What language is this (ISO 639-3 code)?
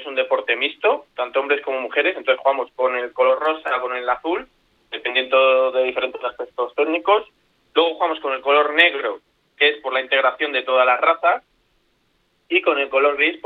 spa